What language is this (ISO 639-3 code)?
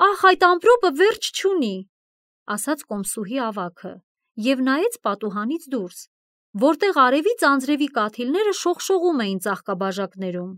hye